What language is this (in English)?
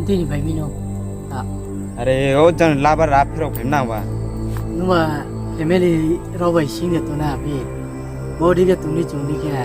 Riang (India)